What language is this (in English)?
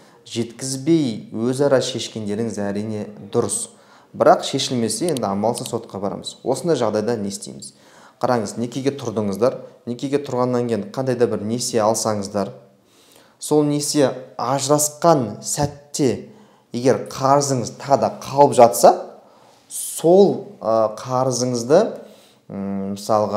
Kazakh